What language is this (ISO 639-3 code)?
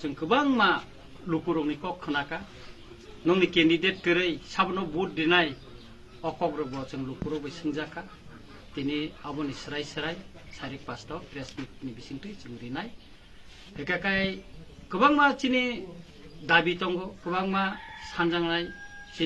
trp